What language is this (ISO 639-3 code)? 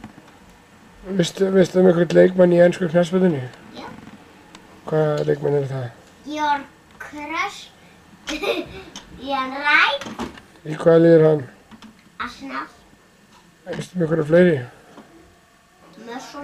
isl